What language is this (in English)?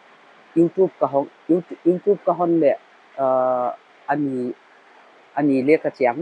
Paite Chin